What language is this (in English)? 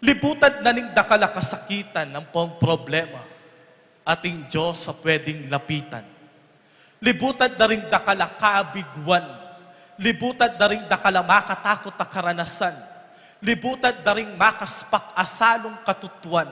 Pampanga